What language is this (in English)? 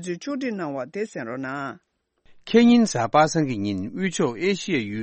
Tibetan